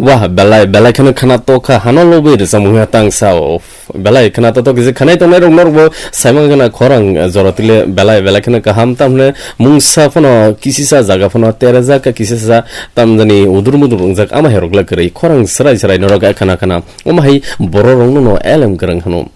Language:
Kok Borok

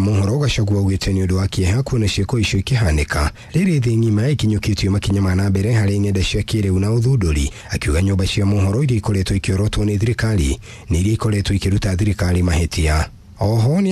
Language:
Kikuyu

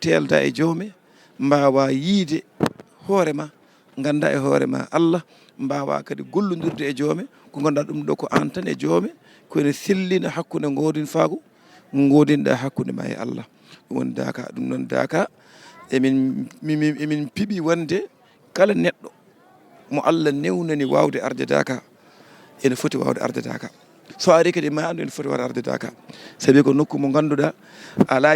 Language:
Fula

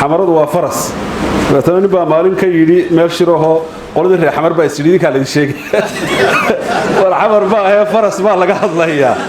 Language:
Somali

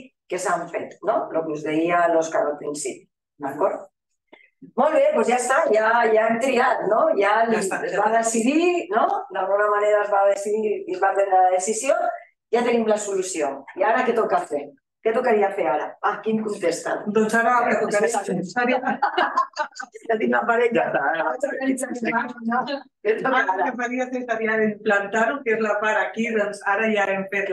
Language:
Catalan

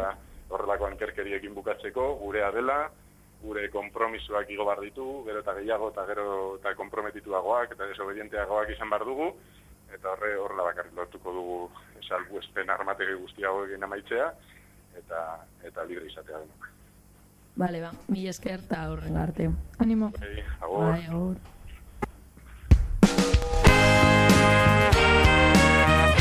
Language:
Basque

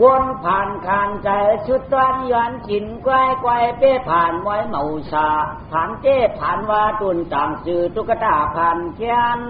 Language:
Shan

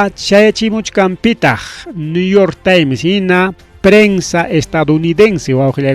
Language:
Ayacucho Quechua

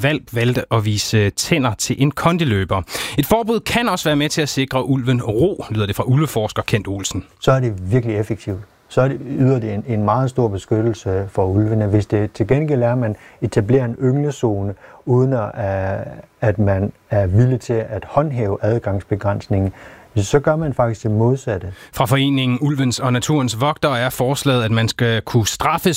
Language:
Danish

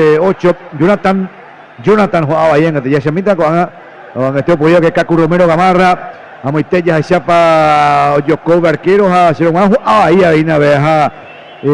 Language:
Guarani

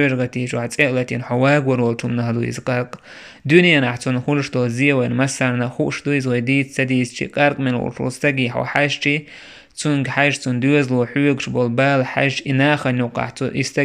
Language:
Chechen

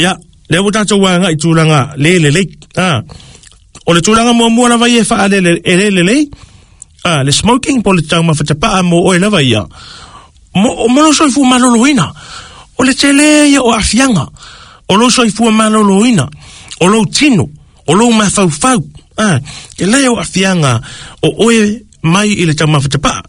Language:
Samoan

